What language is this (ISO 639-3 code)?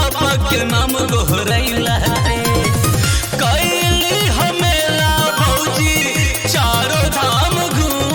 bho